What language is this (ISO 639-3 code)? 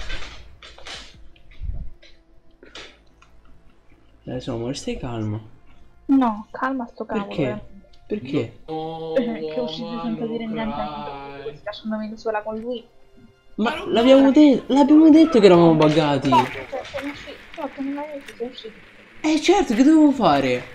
ita